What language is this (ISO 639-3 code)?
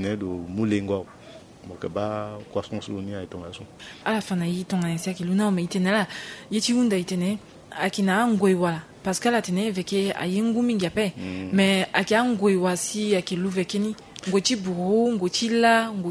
sag